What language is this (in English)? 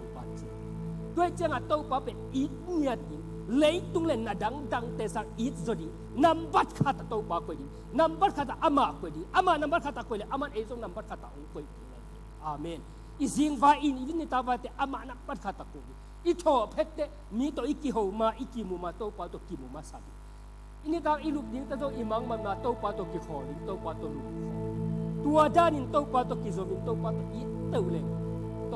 Tedim Chin